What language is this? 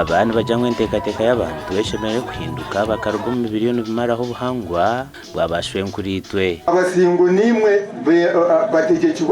Nyankole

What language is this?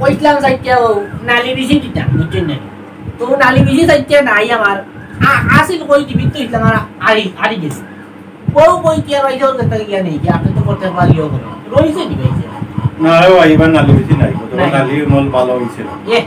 Sylheti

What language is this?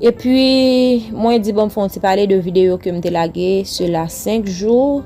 Haitian Creole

